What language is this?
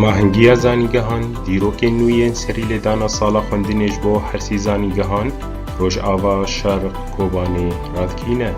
Kurdish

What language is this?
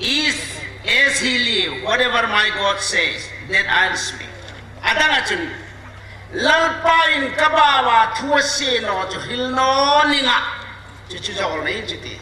Hmar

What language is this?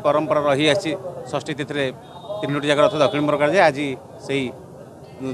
Odia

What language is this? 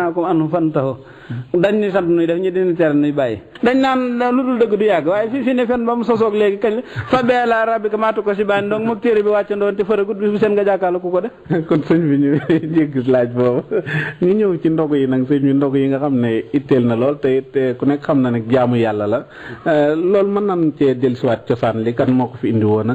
Wolof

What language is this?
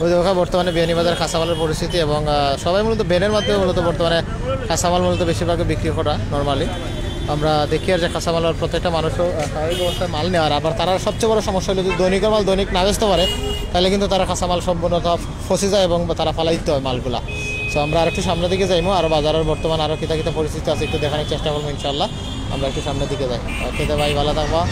Sylheti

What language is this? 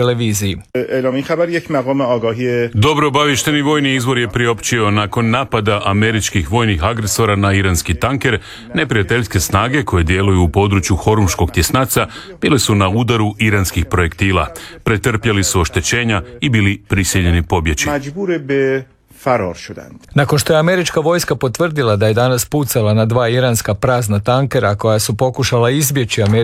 Croatian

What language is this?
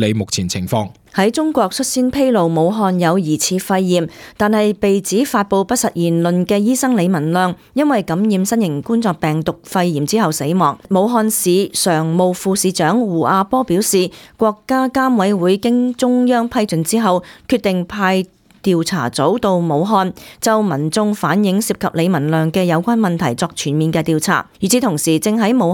Cantonese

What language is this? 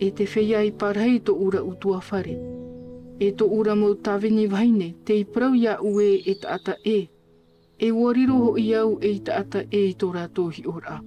Tahitian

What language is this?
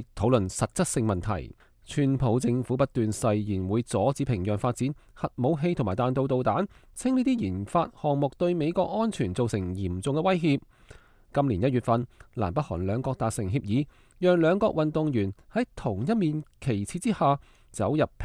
Cantonese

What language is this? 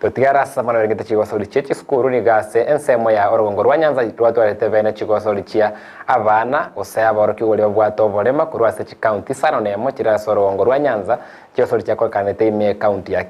Gusii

